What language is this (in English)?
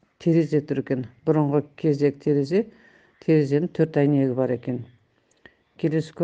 Kazakh